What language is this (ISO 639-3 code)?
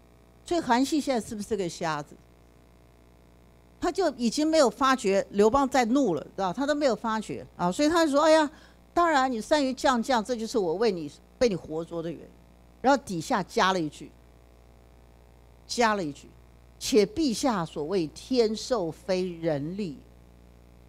zho